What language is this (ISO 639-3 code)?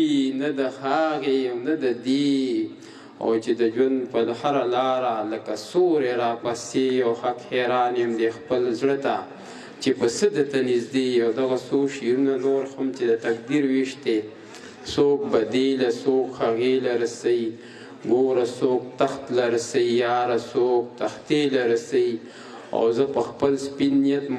pus